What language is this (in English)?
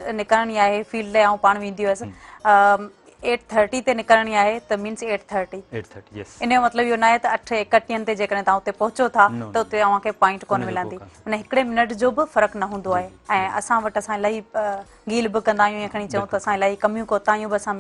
Sindhi